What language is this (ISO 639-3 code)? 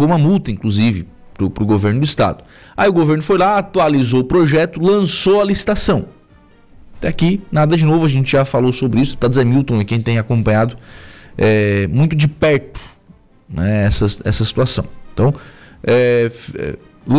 por